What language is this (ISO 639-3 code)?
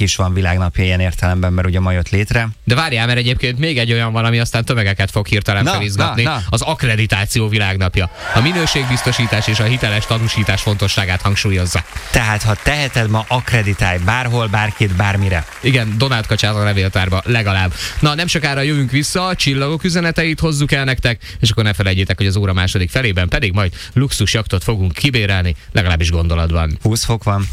hun